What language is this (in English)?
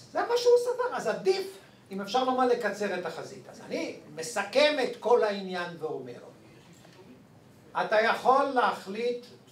Hebrew